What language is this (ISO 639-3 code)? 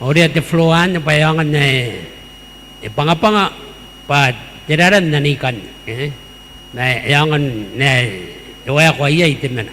gil